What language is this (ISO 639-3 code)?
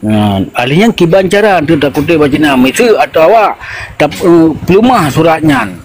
ace